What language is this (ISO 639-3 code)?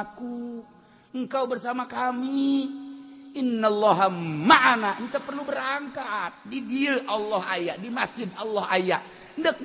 sun